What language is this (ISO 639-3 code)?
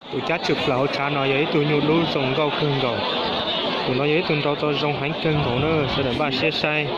hmn